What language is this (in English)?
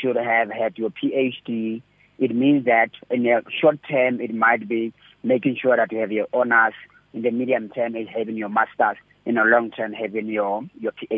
English